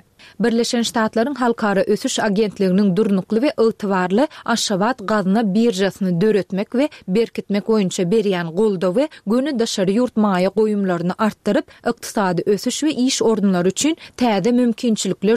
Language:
Turkmen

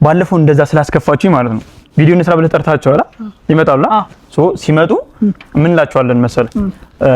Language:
Amharic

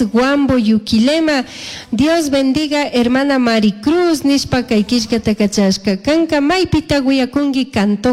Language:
Chimborazo Highland Quichua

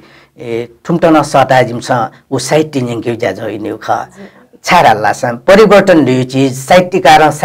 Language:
Newari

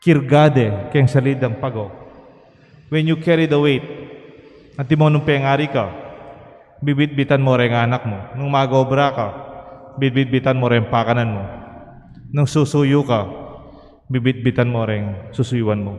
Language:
Pampanga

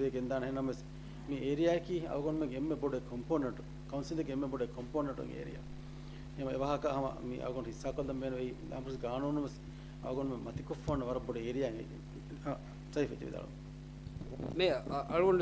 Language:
Divehi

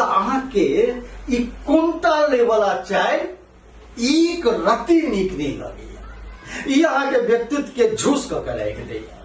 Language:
Maithili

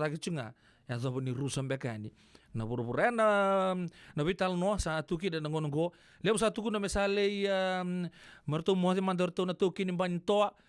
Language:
Fijian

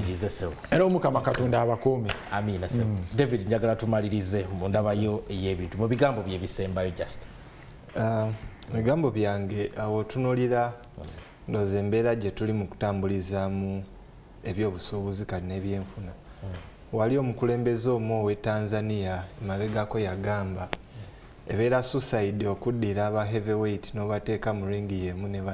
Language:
Ganda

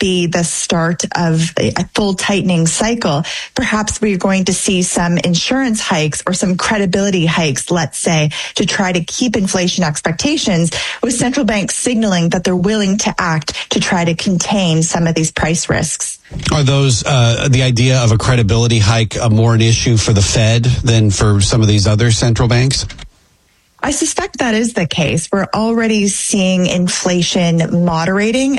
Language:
English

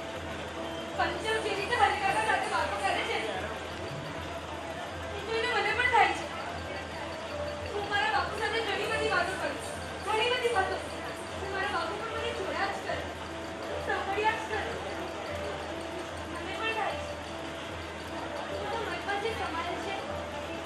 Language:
Gujarati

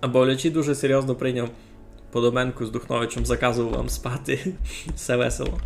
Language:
Rusyn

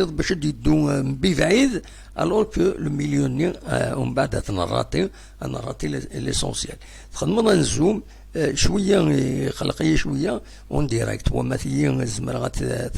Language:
Kabyle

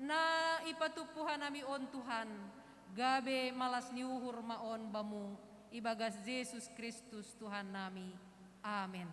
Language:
Batak Simalungun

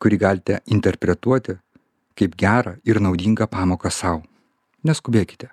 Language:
Lithuanian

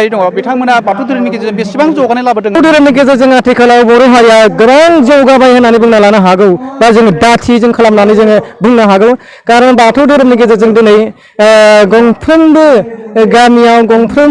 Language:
Bodo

